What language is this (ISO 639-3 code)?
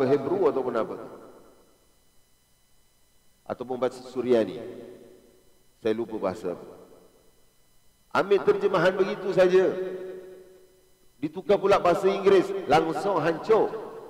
msa